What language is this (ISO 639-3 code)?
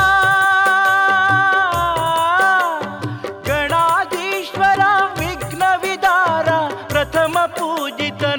kan